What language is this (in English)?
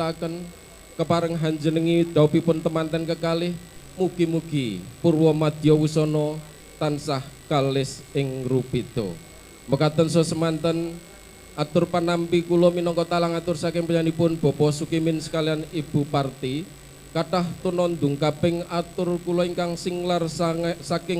Javanese